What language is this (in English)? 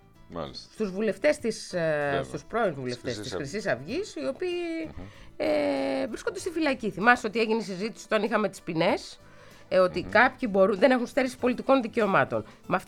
Greek